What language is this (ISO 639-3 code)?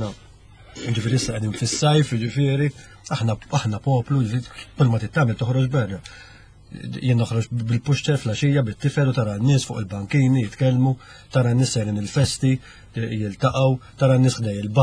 mlt